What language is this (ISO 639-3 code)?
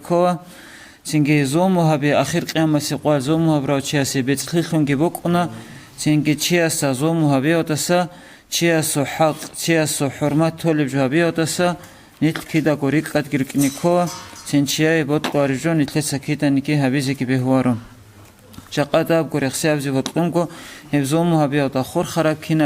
ava